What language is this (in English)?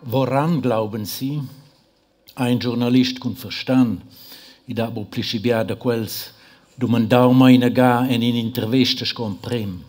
Romansh